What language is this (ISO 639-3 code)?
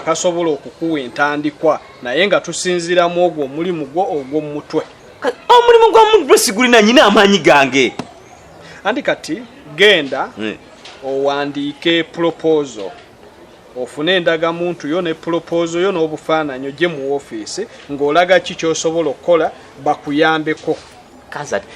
lug